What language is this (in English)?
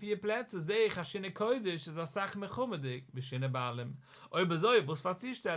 Yiddish